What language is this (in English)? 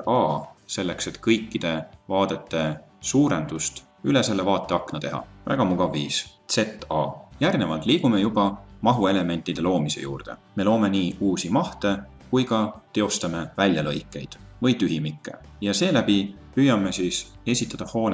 Estonian